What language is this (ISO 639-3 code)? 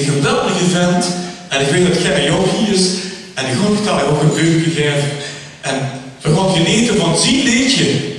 lim